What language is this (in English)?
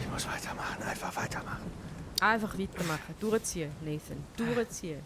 Swiss German